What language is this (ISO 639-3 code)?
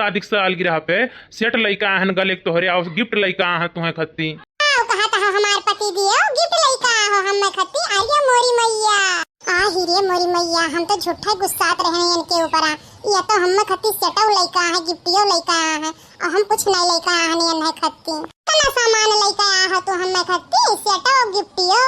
awa